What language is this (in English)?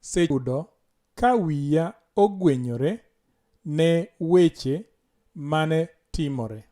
Luo (Kenya and Tanzania)